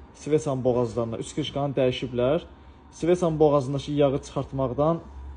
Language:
Azerbaijani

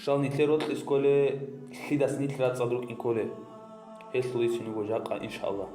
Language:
Avaric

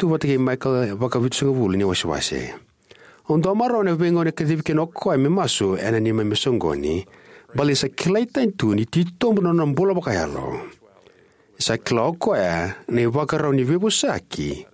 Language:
Fijian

